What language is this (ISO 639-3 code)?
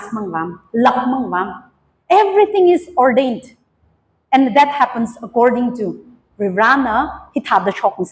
nmf